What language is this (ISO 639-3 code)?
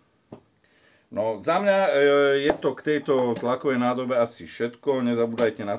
slk